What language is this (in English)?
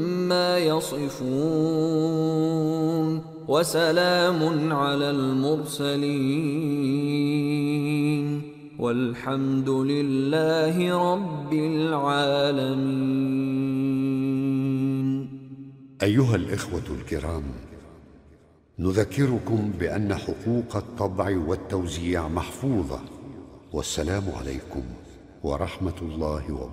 Arabic